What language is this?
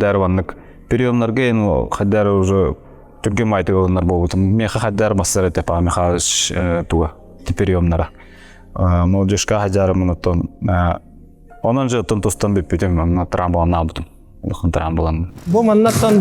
Yakut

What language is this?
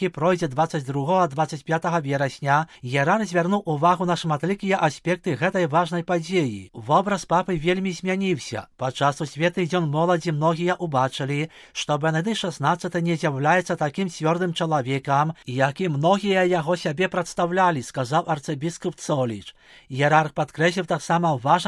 Belarusian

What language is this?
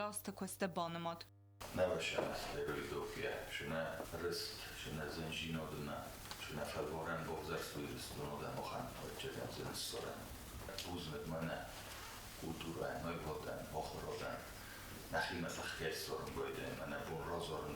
Ossetic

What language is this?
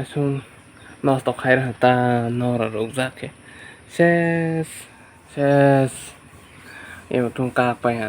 Kok Borok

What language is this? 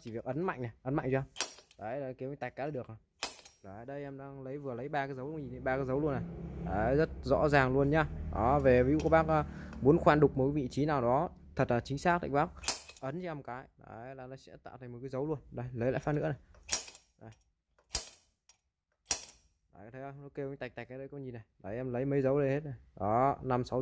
Vietnamese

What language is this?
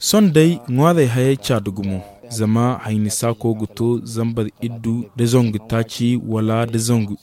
Zarma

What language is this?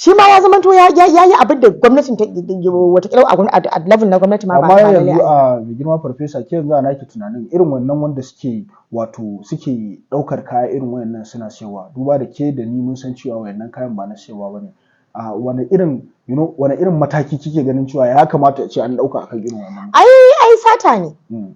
Hausa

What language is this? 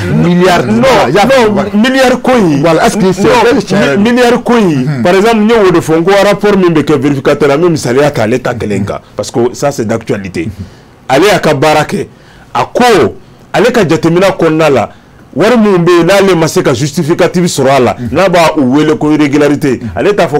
Bambara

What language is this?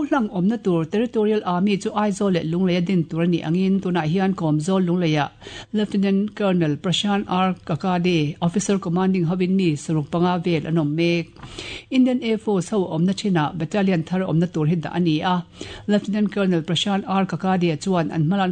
Mizo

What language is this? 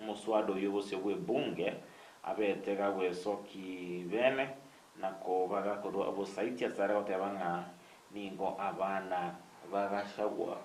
Gusii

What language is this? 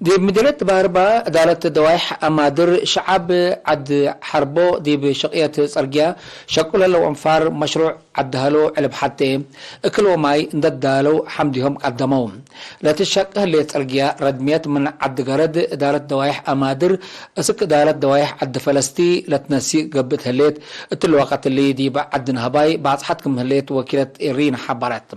Tigre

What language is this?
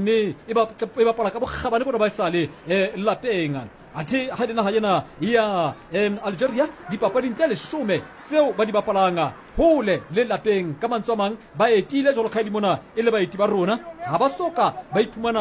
Southern Sotho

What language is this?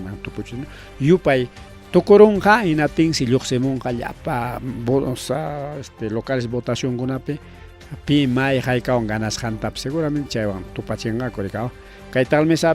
Ayacucho Quechua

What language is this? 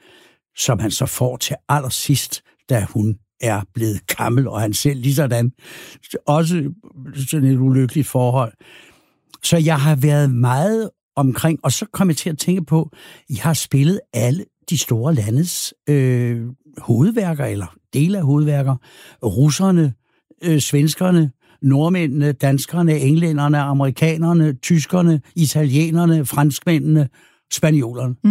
Danish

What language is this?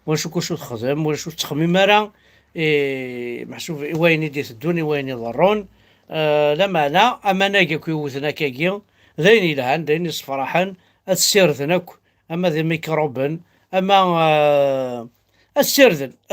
Kabyle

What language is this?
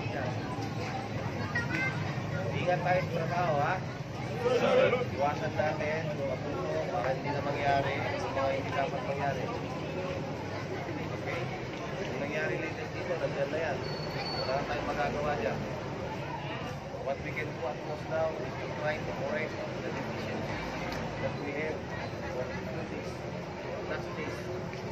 Filipino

